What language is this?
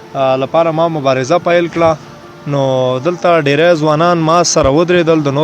Pashto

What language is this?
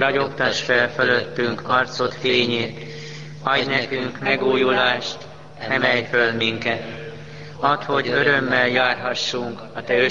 Hungarian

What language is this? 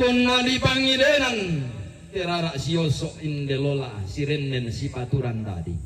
Toraja-Sa'dan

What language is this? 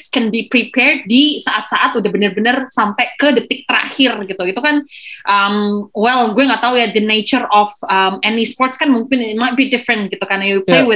Indonesian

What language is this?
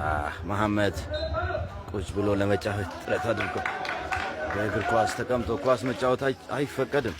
Amharic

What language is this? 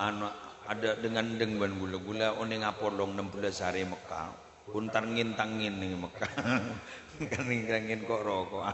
Madurese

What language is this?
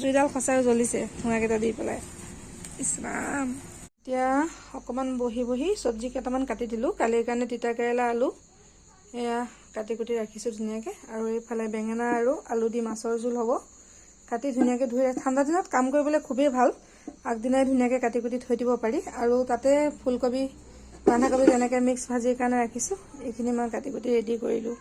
Assamese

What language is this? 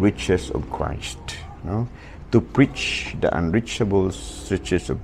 Cebuano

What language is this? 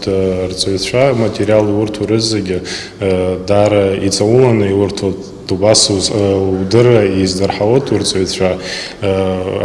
Abkhazian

